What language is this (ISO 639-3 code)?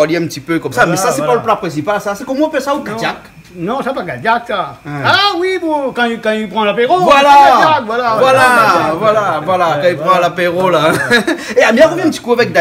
rcf